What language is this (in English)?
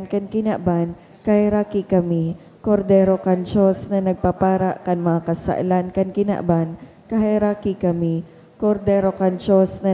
Bikol